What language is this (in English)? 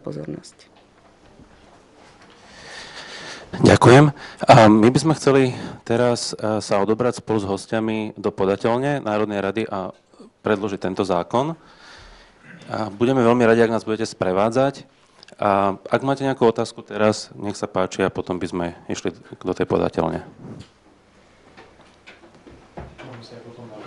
Slovak